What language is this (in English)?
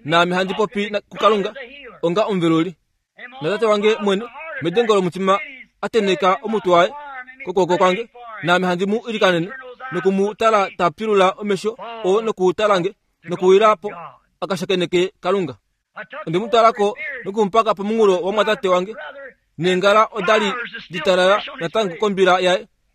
Kuanyama